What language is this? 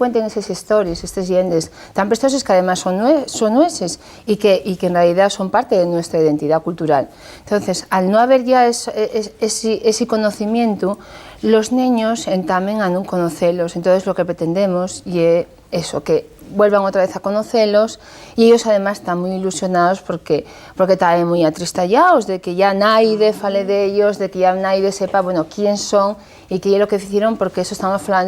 Asturian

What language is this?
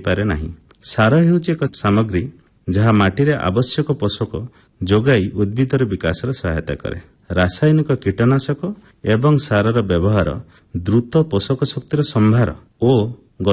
Odia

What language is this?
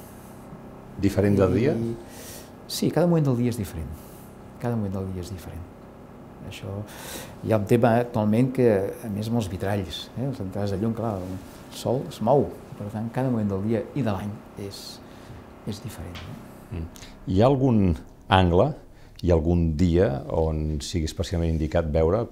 Catalan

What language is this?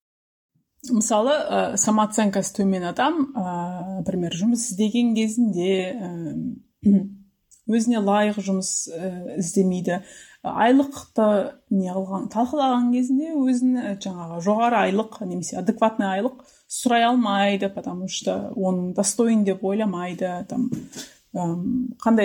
Kazakh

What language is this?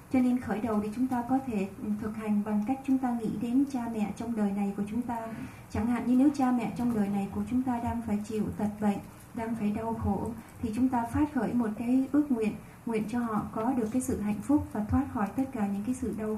Vietnamese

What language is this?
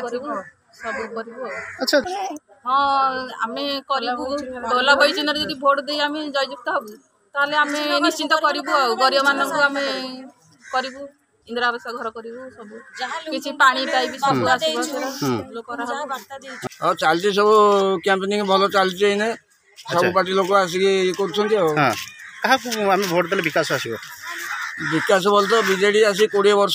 Odia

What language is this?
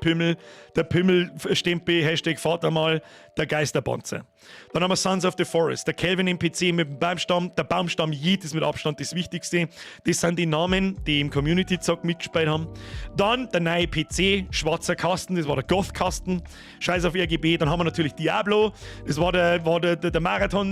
Bavarian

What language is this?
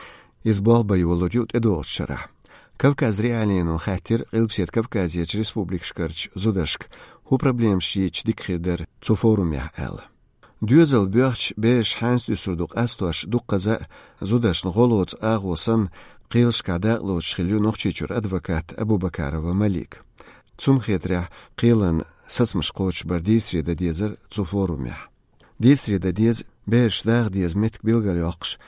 Chechen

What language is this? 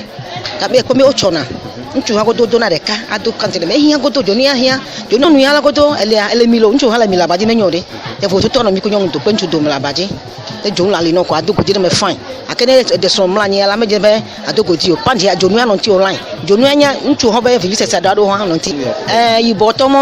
Ewe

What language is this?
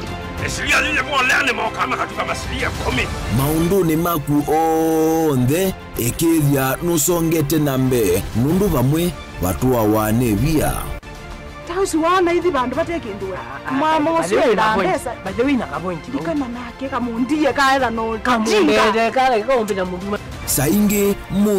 Kamba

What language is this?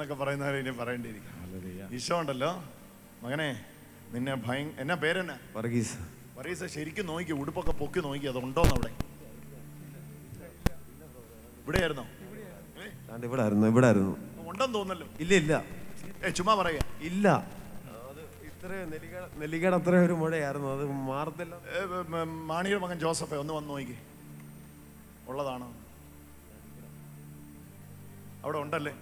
Malayalam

